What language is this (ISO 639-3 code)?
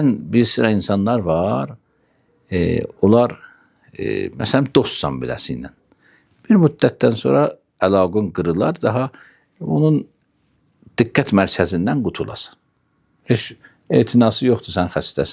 aze